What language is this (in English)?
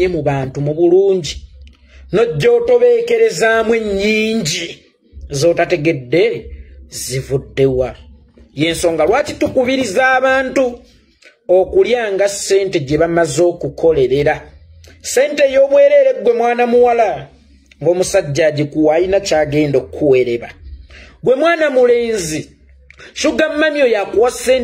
Ganda